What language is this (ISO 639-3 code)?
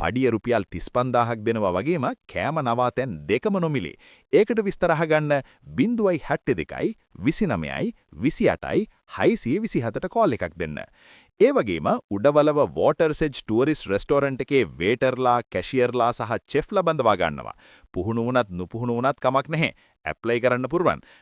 sin